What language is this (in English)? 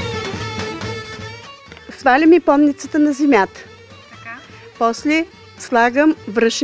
Bulgarian